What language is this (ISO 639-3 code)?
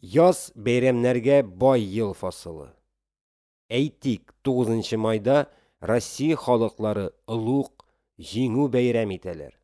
tat